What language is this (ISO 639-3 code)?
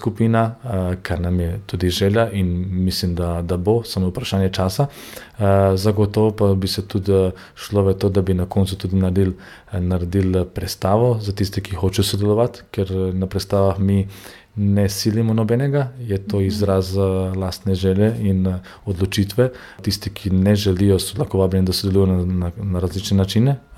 slv